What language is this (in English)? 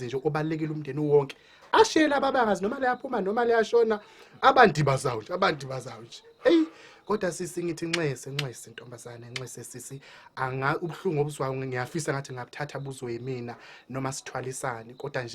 Zulu